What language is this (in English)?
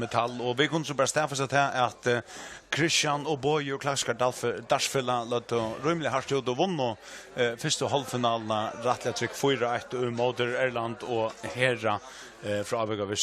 Faroese